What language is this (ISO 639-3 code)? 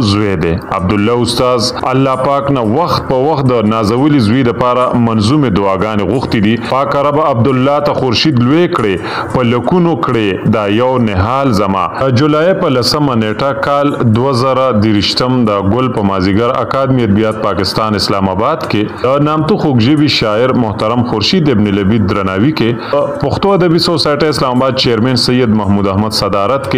pus